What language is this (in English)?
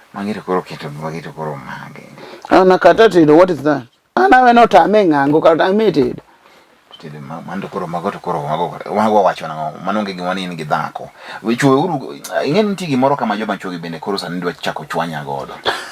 Luo (Kenya and Tanzania)